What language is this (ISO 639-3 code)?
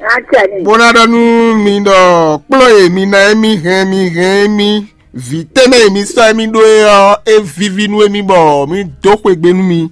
fon